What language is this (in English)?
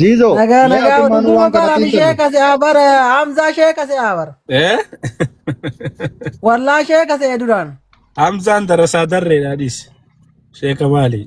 Oromo